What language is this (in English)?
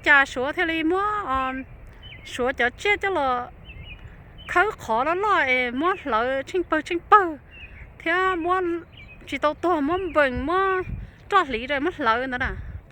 Hmong